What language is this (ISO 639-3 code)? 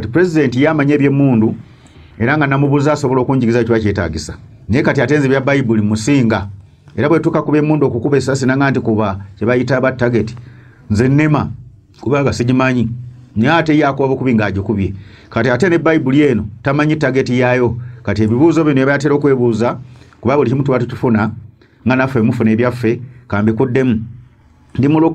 lug